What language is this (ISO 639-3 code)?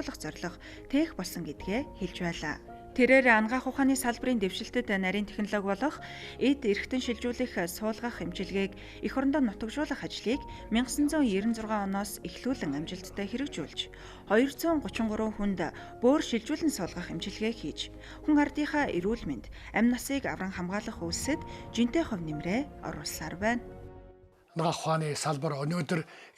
mon